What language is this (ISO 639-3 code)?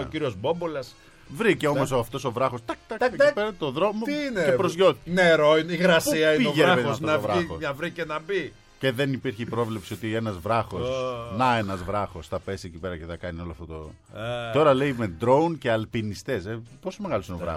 ell